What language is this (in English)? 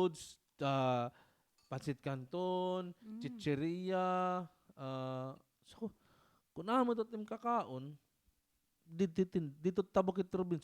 Waray